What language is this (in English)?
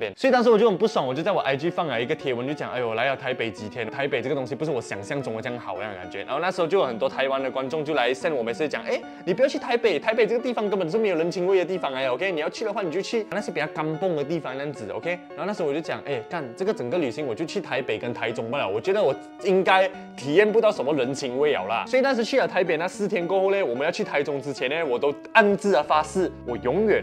Chinese